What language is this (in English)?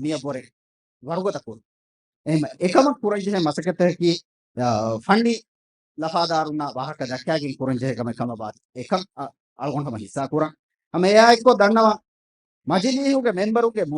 Divehi